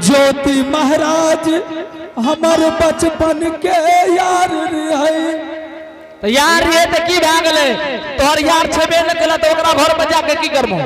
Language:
Angika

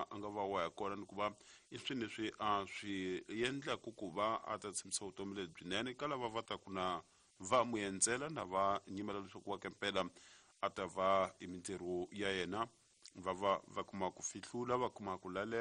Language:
Tsonga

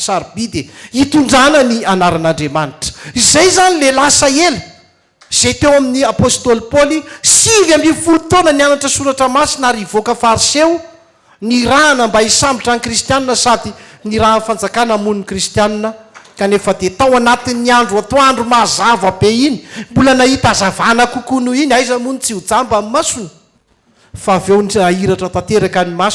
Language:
Malagasy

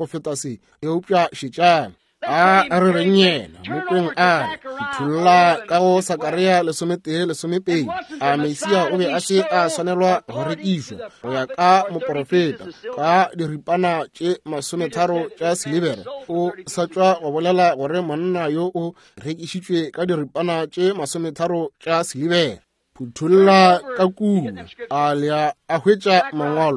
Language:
Northern Sotho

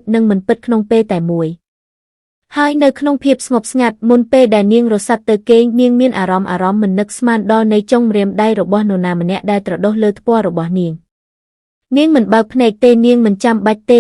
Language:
Khmer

